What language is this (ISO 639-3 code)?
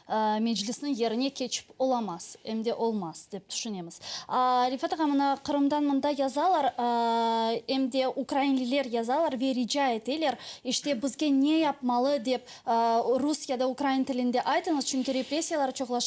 crh